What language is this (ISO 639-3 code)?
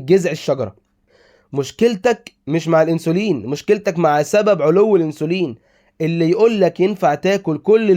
arz